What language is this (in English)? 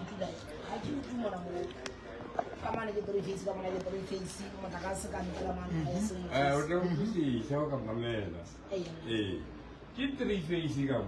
Southern Sotho